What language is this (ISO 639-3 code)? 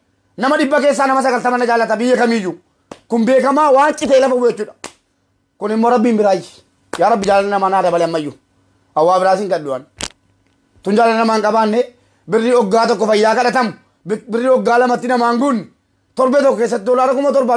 orm